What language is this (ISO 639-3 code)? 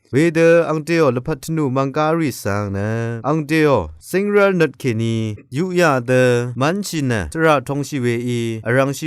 raw